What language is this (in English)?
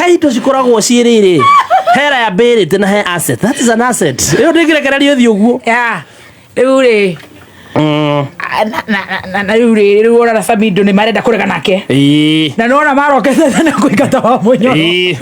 Kikuyu